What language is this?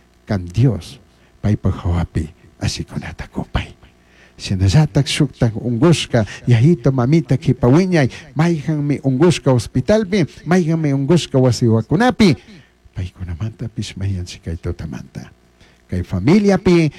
Chimborazo Highland Quichua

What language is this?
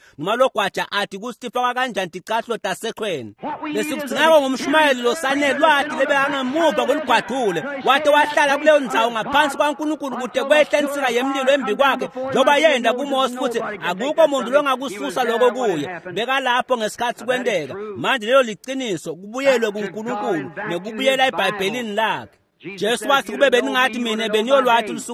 Swati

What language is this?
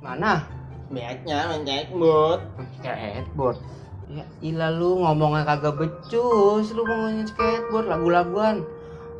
Betawi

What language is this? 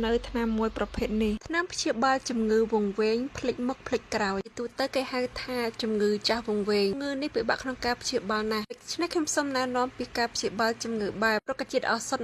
Khmer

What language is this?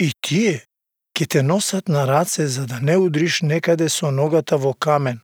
Macedonian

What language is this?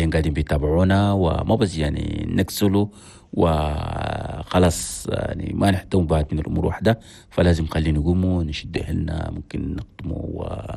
Chadian Arabic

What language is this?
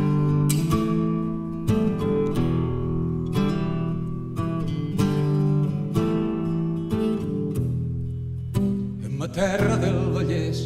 Catalan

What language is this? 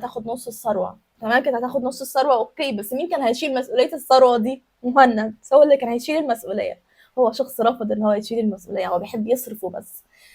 Egyptian Arabic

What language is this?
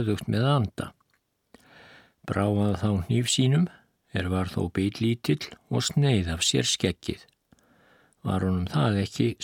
Icelandic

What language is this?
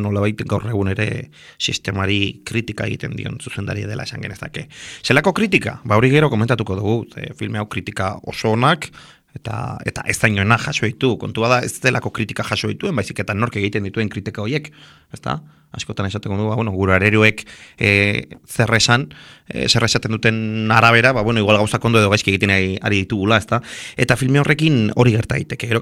Basque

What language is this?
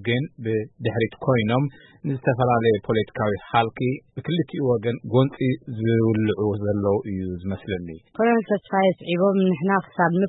Tigrinya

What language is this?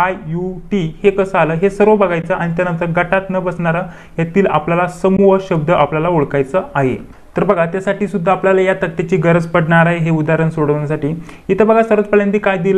Marathi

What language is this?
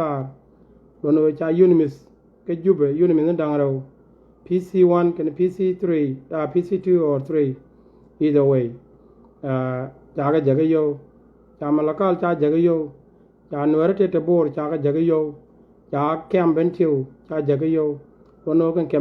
Nuer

